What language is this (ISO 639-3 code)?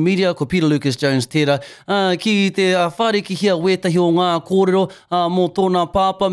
mri